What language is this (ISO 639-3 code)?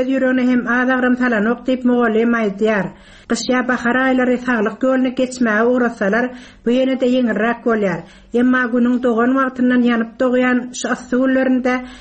tuk